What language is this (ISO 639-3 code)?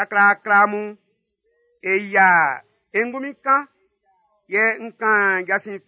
bci